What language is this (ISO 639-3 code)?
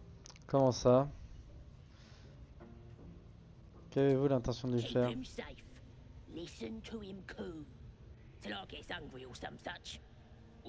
fra